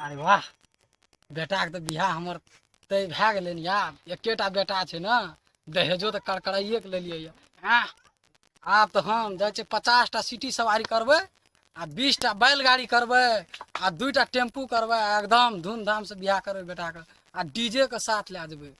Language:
Maithili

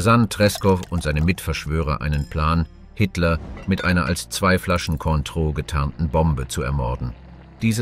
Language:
German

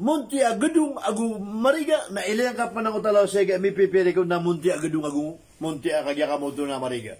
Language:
Maranao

